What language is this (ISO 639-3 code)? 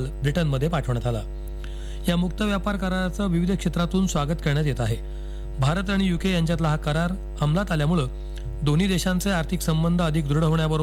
mar